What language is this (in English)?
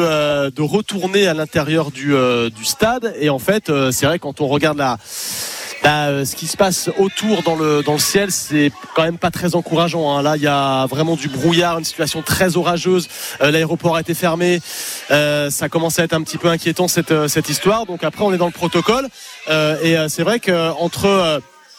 French